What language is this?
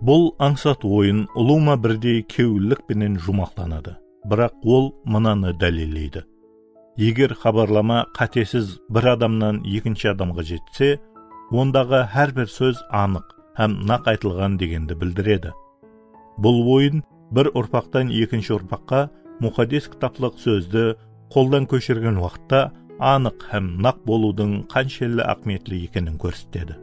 Kara-Kalpak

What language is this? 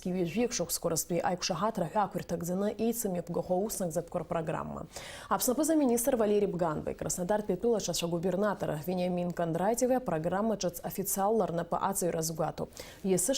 Abkhazian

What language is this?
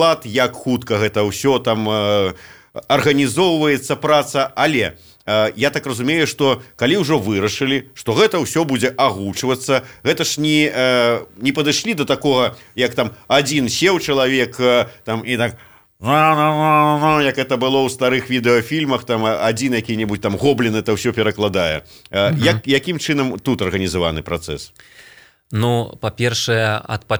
Belarusian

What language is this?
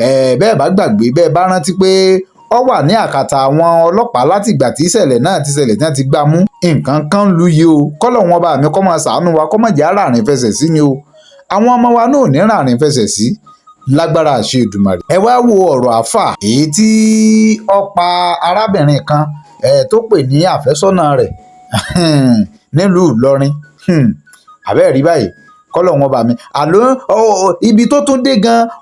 Yoruba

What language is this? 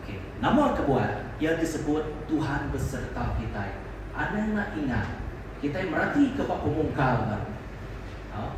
Iban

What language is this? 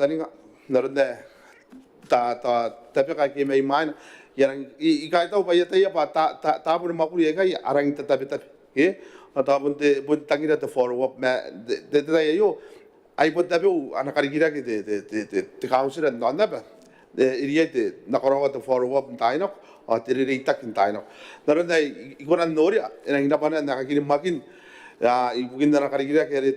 Gilbertese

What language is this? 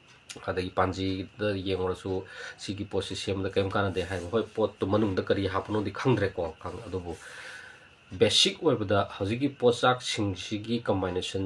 Manipuri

